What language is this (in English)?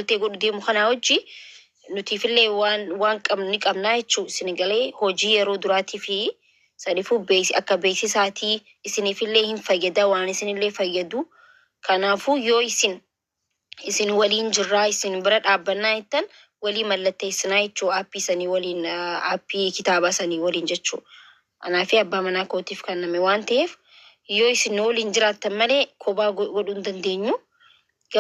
Oromo